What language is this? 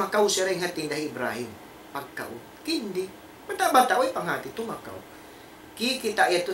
Tausug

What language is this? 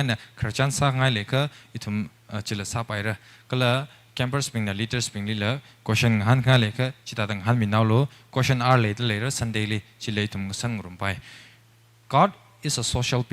Tangkhul Naga (India)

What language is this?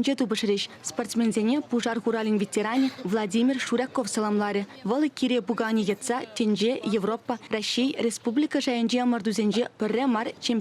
Chuvash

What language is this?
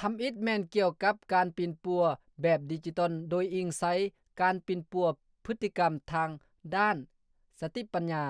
Lao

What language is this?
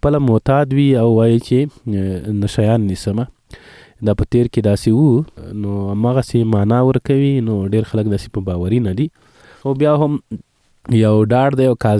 Pashto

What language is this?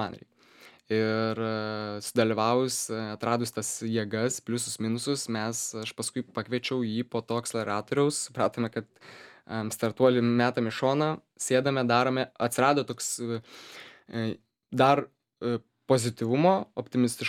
Lithuanian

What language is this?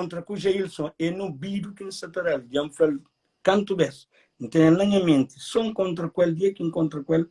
Kabuverdianu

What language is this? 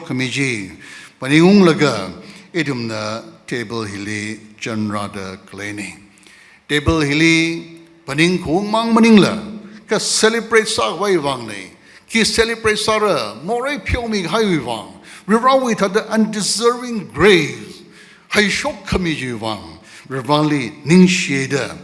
Tangkhul Naga (India)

